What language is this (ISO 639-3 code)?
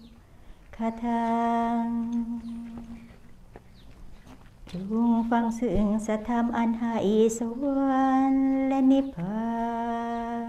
tha